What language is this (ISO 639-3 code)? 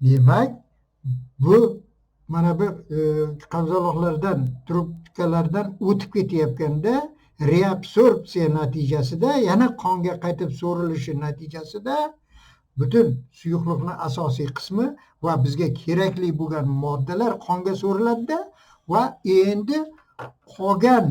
uzb